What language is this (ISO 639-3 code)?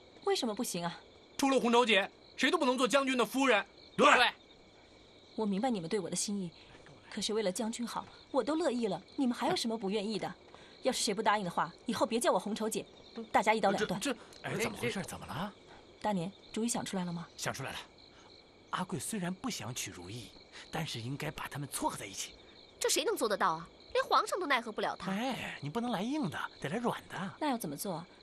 zho